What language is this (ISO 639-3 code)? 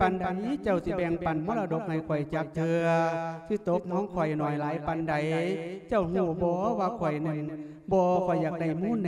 lao